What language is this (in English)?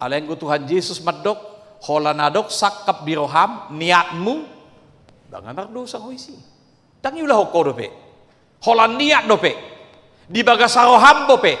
Batak Toba